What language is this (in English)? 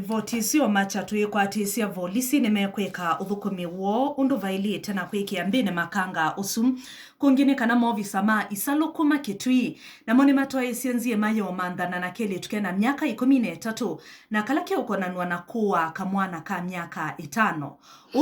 Kamba